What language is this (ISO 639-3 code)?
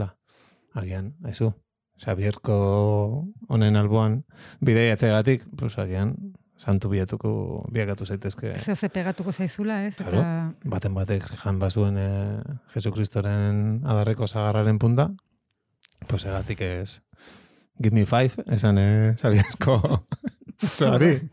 eus